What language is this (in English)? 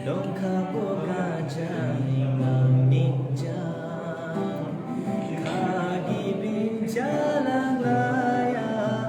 Dimasa